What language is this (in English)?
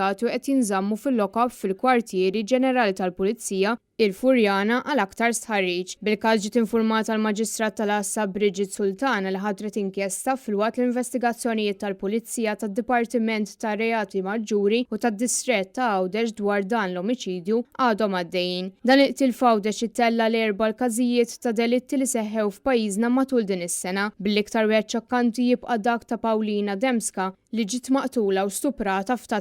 Maltese